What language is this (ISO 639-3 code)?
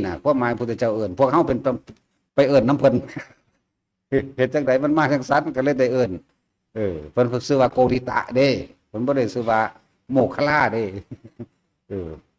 lao